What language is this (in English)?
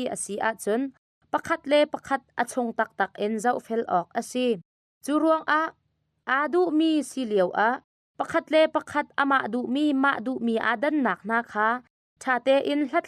Hakha Chin